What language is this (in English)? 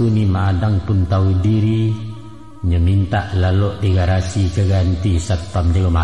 Minangkabau